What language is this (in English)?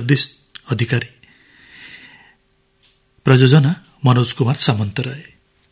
Odia